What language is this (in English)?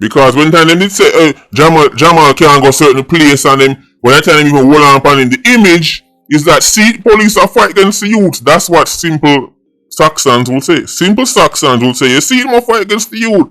Jamaican Creole English